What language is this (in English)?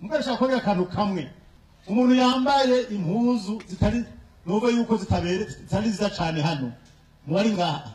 Rundi